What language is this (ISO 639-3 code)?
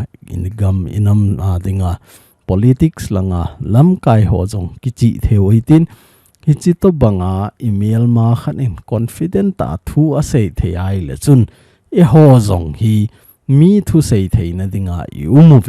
tcz